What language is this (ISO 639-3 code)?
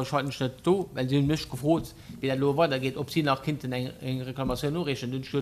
ltz